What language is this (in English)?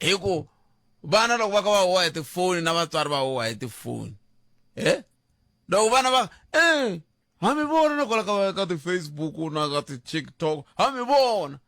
Tsonga